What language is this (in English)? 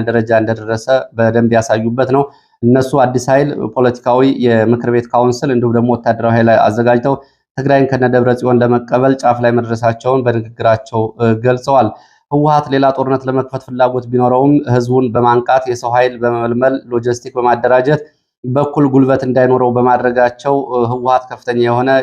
Amharic